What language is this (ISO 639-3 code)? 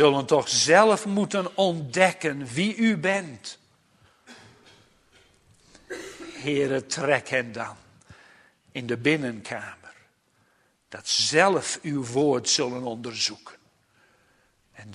nld